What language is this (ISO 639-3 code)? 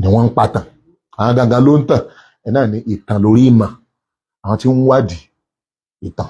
yor